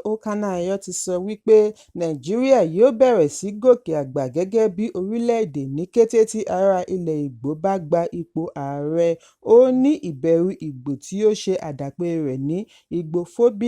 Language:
Yoruba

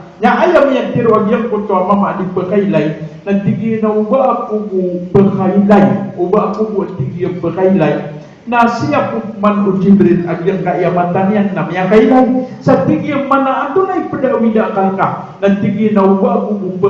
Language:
Maranao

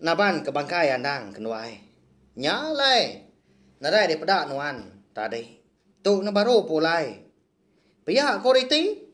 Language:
Iban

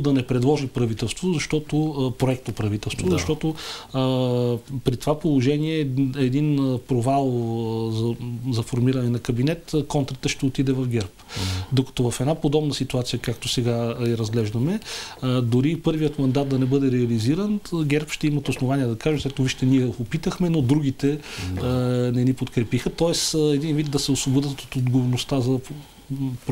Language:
Bulgarian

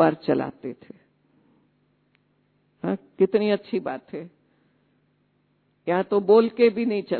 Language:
Hindi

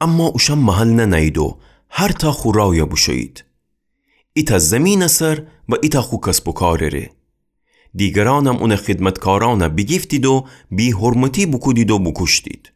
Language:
Gilaki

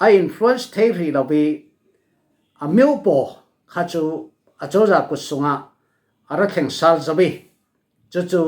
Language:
Falam Chin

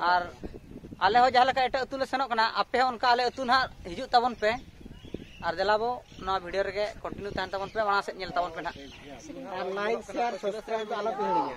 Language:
Santali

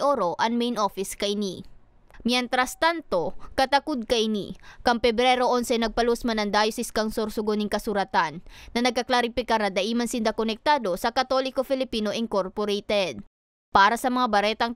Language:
Bikol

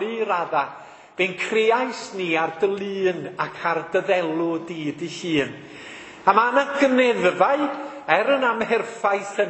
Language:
Welsh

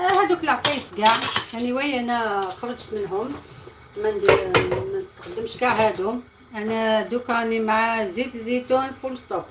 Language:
Algerian Arabic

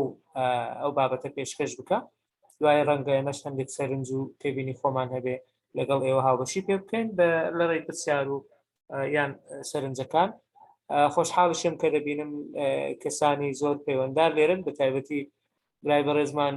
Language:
Central Kurdish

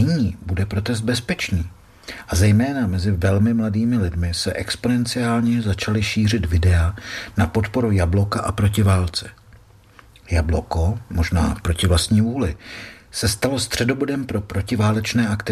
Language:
Czech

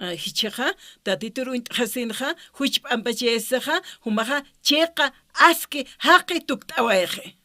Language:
Aymara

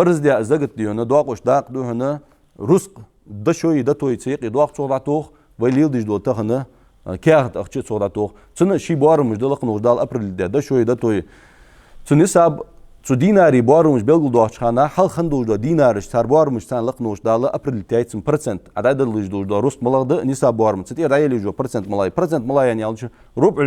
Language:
Ingush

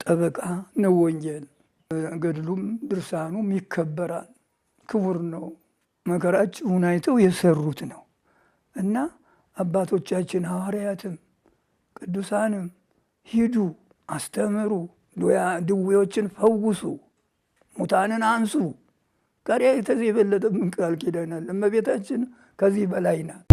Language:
Amharic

